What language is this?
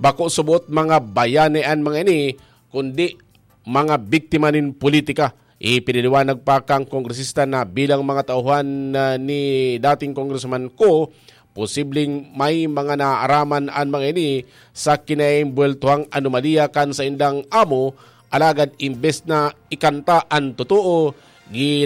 Bikol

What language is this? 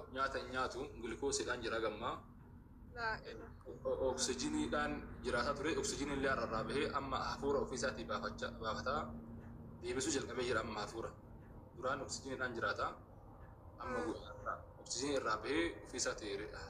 Oromo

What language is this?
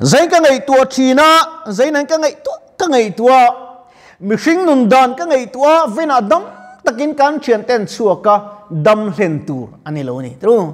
Mizo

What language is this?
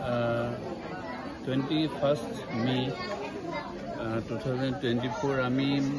Karbi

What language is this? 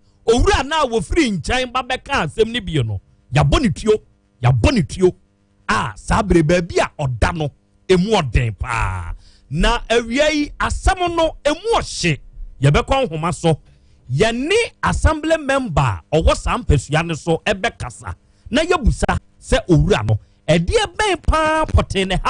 Akan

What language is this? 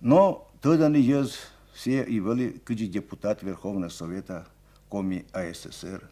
Komi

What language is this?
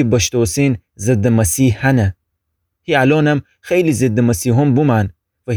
Gilaki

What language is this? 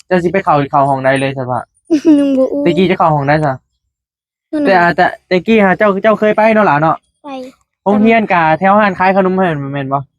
Northeastern Thai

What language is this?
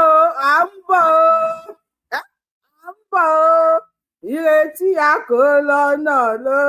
Yoruba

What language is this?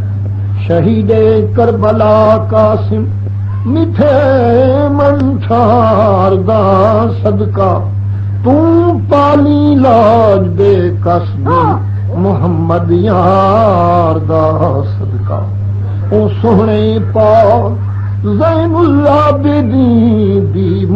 Saraiki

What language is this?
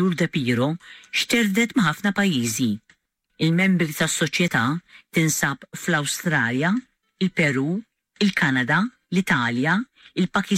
Maltese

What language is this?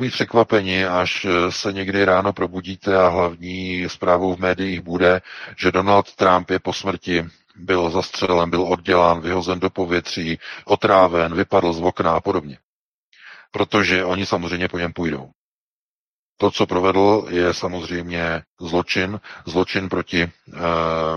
Czech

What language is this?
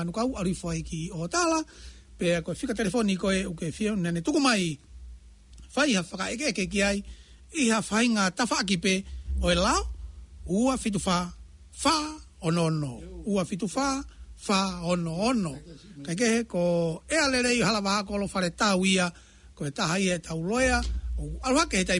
Tongan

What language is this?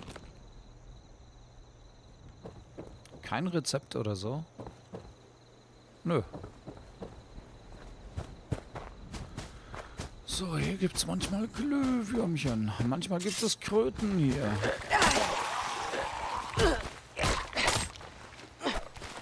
German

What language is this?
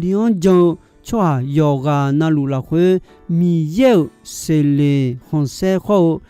Akha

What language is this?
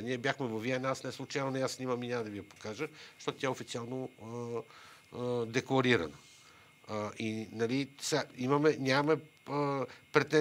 Bulgarian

